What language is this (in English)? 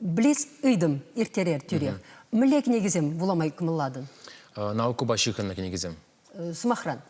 Chuvash